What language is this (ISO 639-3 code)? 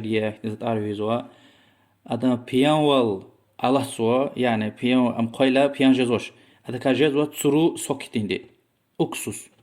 lez